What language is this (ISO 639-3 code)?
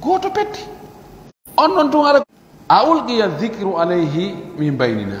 fuf